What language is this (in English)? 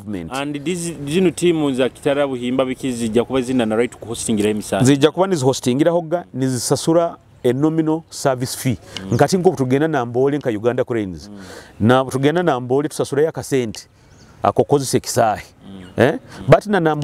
Nyoro